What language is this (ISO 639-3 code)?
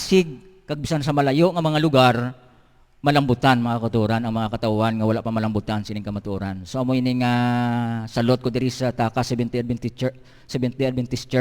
hil